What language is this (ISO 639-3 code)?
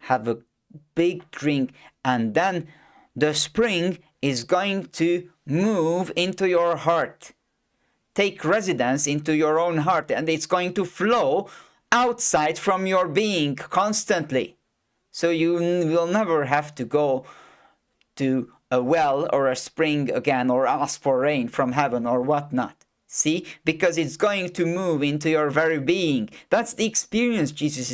eng